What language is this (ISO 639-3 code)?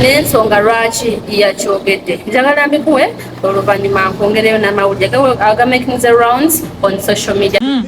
lug